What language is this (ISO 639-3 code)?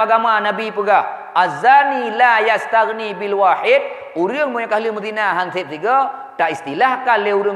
ace